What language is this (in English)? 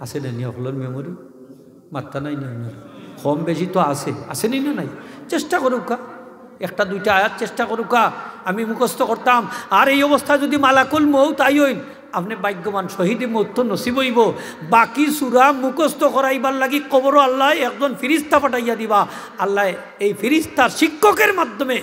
Sylheti